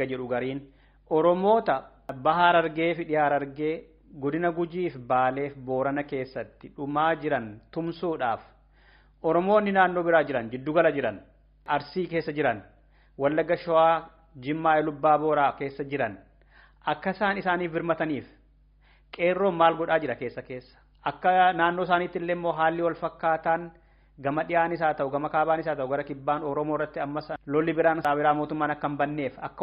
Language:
Oromo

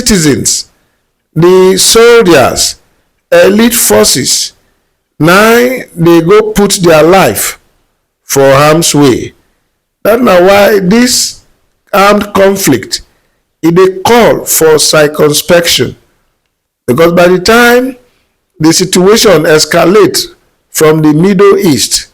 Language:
Nigerian Pidgin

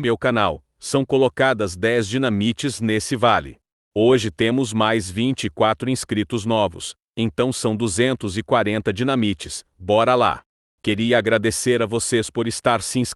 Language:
Portuguese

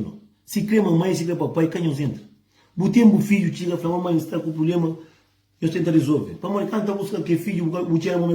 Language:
Kabuverdianu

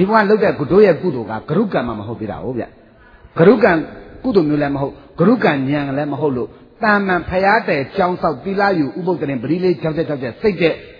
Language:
Burmese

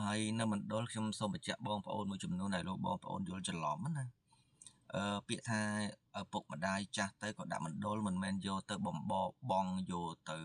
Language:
Khmer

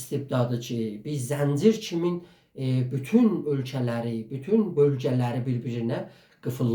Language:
South Azerbaijani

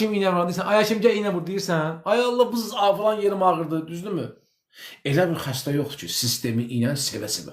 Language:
Azerbaijani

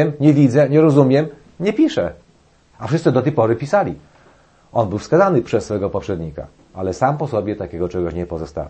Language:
Polish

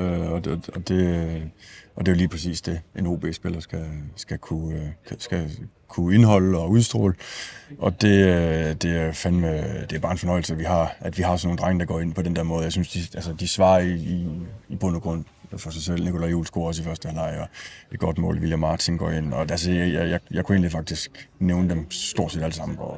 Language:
Danish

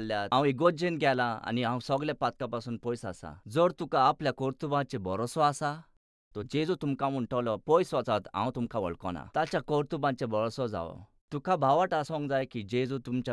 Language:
Konkani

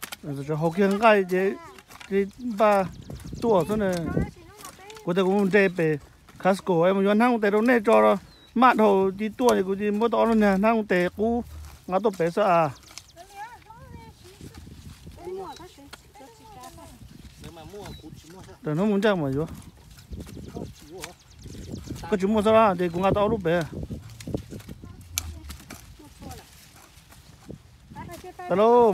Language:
Vietnamese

